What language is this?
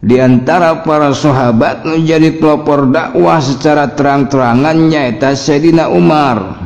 Sundanese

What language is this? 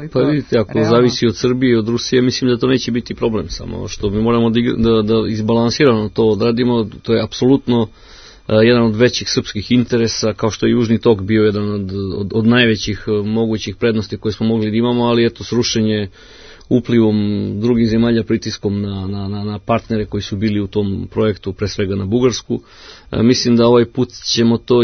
Serbian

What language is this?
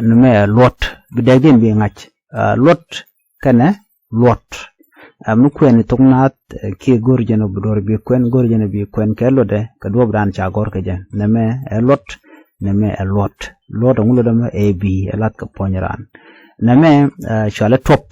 Nuer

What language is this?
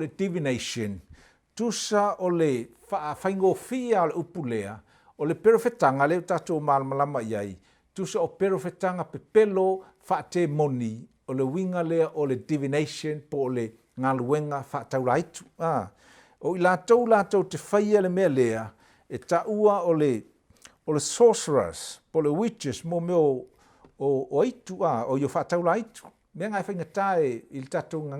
Samoan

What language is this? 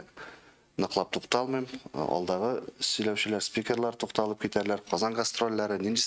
Tatar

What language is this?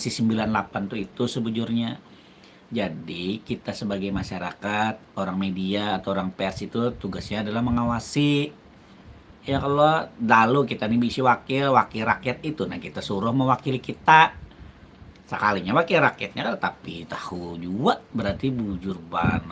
Banjar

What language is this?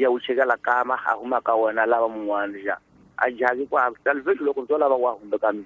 Tsonga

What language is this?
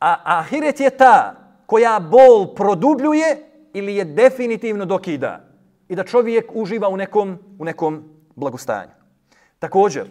Bosnian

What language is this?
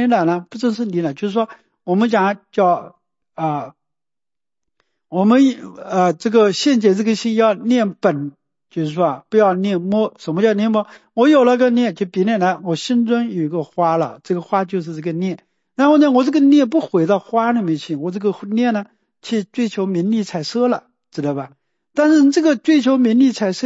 Chinese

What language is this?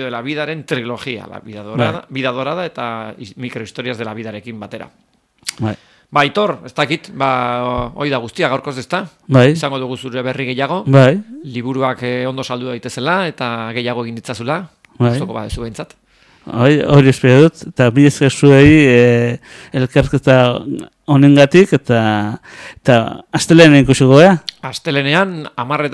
Basque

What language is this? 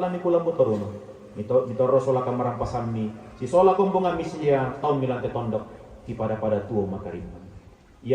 Toraja-Sa'dan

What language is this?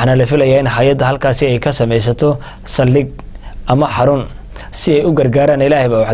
Somali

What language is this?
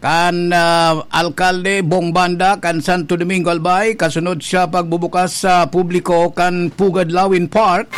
Bikol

